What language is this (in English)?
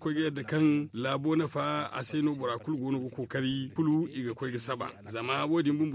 Zarma